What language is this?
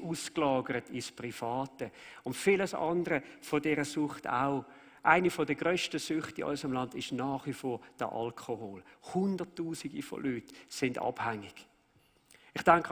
Swiss German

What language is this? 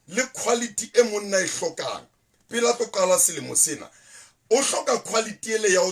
Southern Sotho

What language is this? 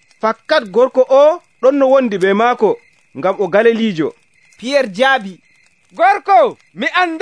Nigerian Fulfulde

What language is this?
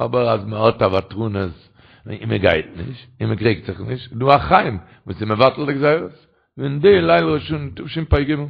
Yiddish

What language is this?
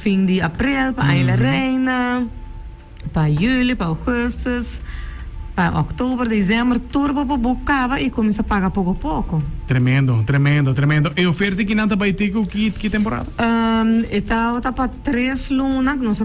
Papiamento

